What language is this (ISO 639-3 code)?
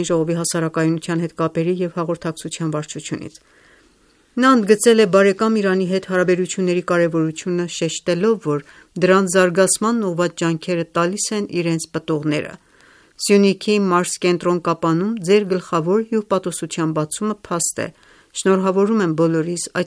hye